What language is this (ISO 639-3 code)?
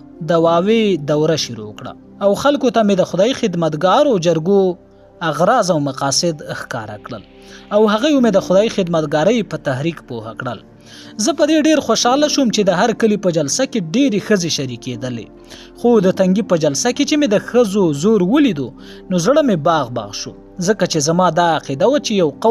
pus